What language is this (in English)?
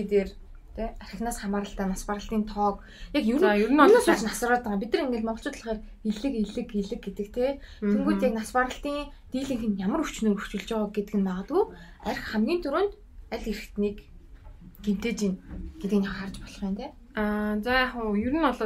Mongolian